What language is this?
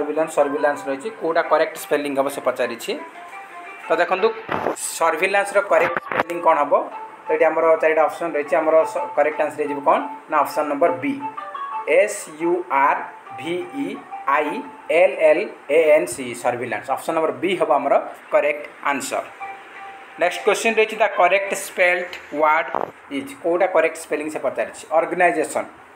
Odia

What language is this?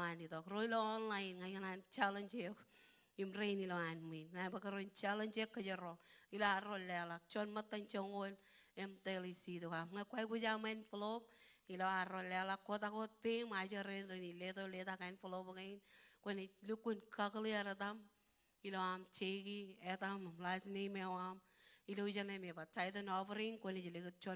Marshallese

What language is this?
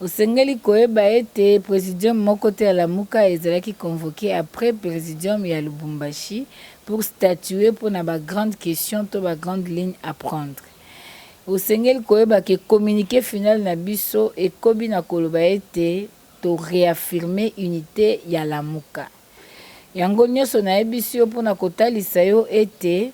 Lingala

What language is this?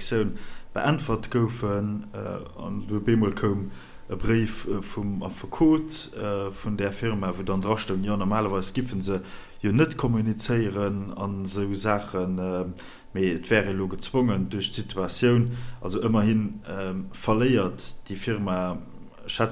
Luxembourgish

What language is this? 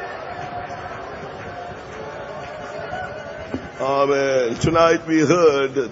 Malayalam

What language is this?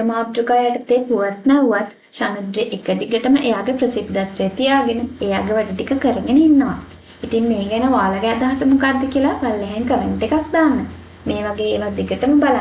Sinhala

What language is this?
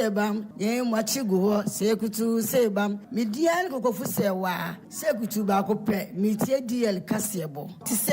Akan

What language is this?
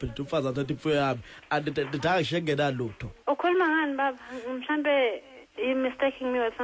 Zulu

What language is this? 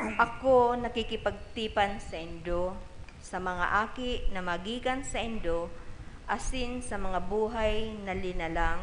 Bikol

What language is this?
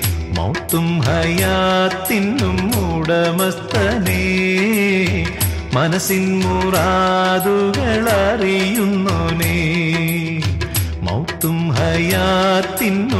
Malayalam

